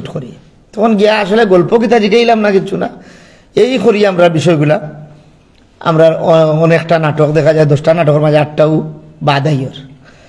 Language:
Sylheti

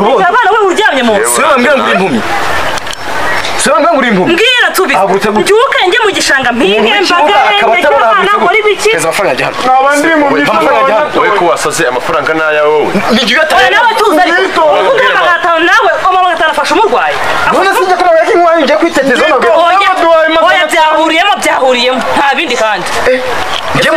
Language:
Kinyarwanda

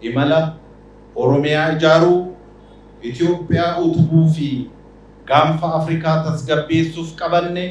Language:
Oromo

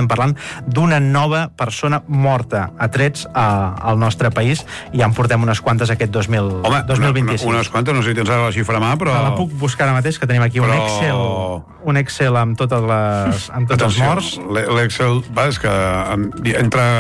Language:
Catalan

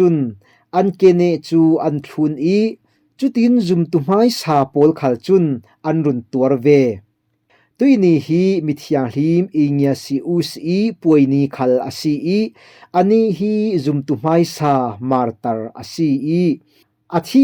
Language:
Falam Chin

